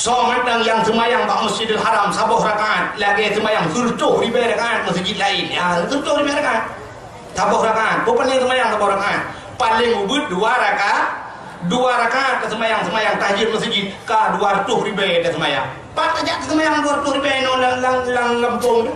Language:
Achinese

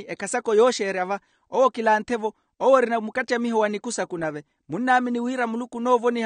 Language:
Makhuwa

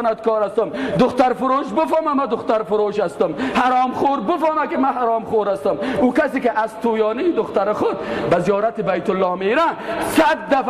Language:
Persian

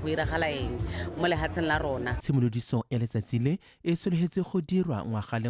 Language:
Tswana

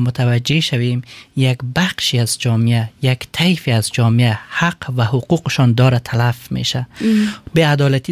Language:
Persian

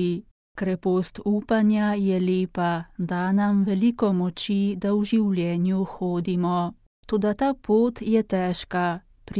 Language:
Slovenian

